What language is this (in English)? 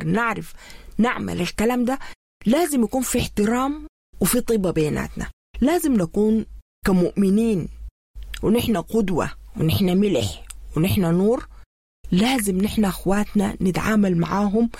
Sudanese Arabic